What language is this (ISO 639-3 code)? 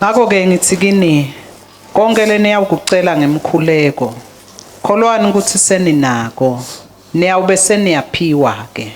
ssw